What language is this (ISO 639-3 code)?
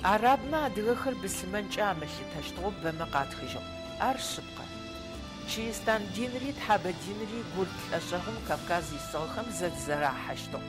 ady